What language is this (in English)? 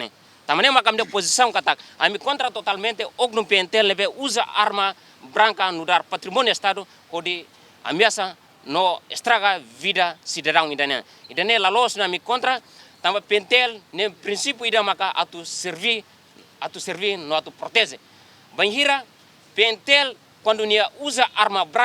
Tetum